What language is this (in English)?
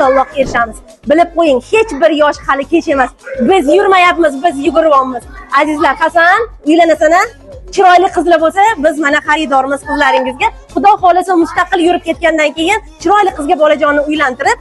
Uzbek